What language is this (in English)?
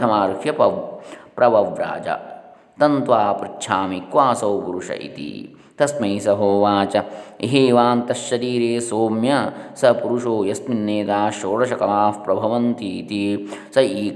Sanskrit